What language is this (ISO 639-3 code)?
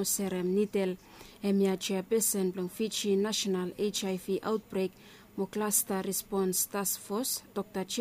bis